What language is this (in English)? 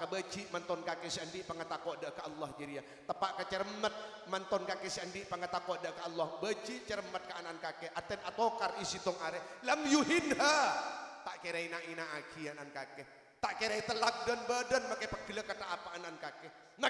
Madurese